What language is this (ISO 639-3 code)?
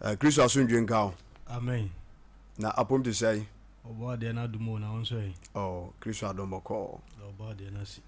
aka